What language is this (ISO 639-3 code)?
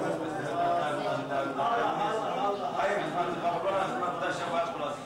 tur